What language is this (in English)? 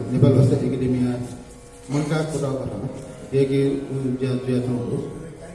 Newari